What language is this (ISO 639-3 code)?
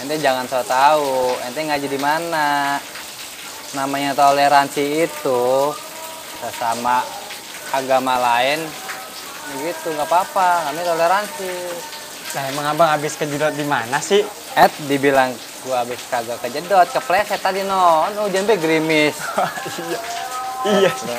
bew